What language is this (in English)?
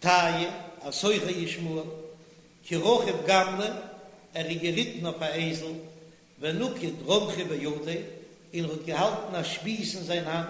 Yiddish